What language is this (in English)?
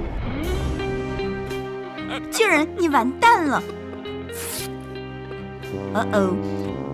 Chinese